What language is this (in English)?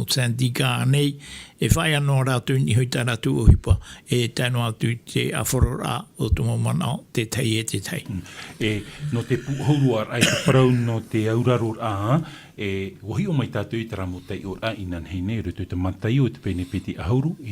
Tahitian